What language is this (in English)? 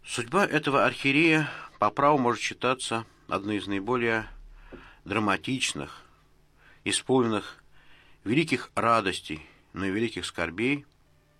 Russian